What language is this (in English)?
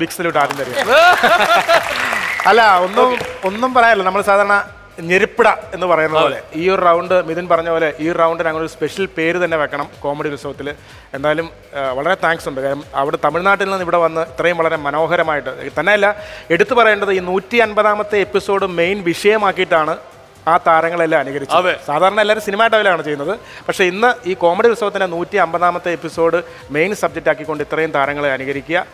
Malayalam